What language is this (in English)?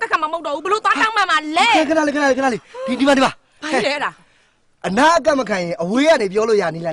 Burmese